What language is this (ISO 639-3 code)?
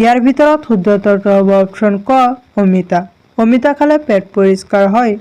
asm